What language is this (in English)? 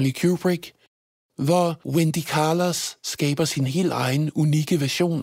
Danish